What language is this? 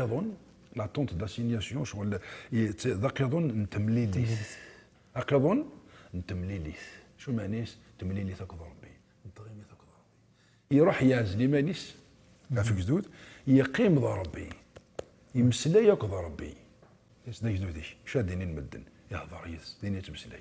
Kabyle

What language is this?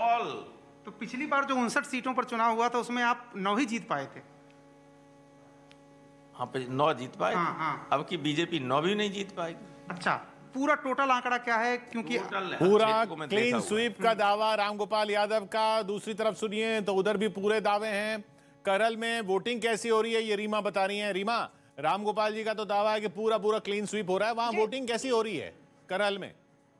Hindi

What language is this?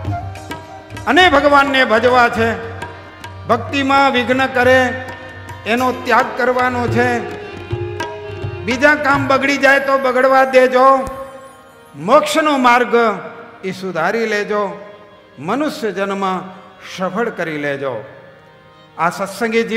Gujarati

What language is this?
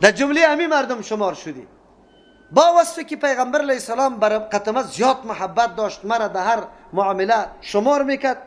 Persian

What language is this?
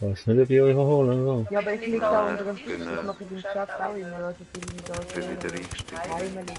Swiss German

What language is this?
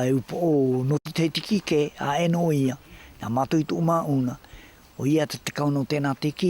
South Marquesan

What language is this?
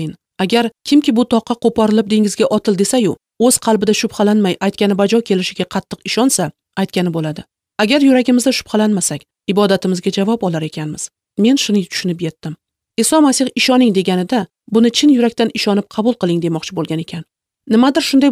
Uzbek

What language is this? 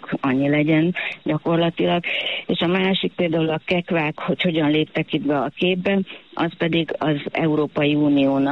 Hungarian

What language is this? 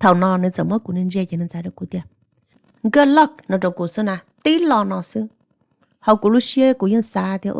Hmong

